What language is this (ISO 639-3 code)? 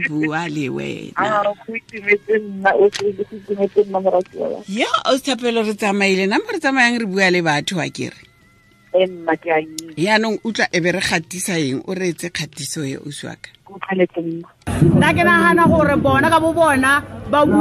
tsn